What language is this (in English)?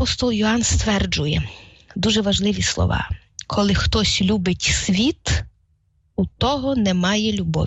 Ukrainian